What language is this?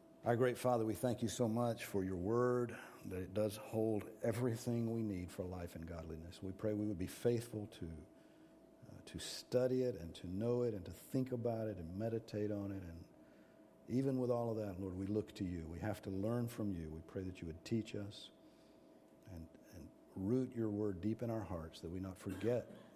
English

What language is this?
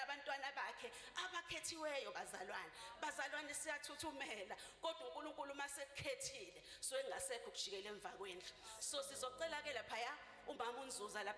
Zulu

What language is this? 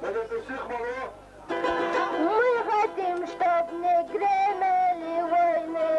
Chechen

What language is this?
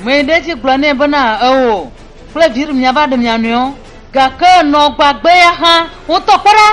Ewe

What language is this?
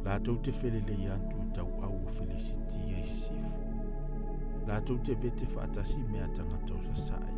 Samoan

